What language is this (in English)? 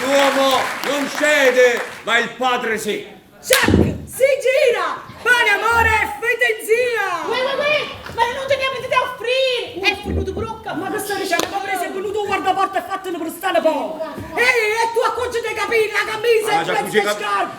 Neapolitan